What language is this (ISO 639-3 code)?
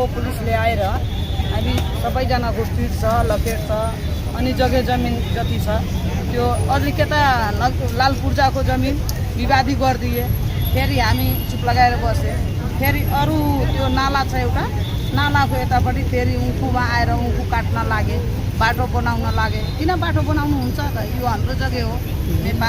nep